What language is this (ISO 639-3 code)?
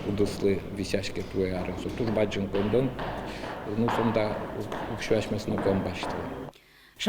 udm